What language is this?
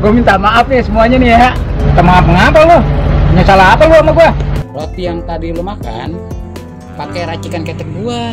Betawi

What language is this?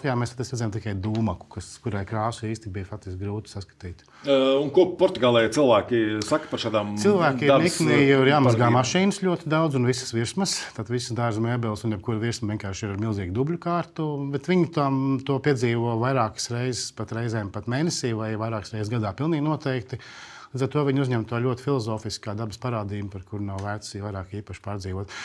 Latvian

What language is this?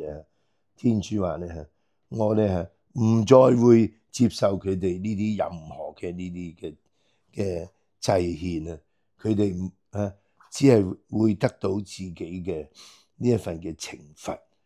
Cantonese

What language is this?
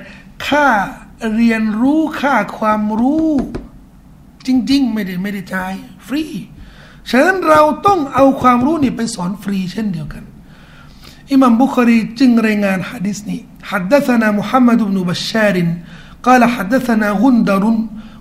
Thai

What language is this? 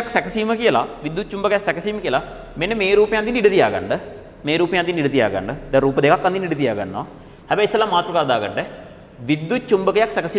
Sinhala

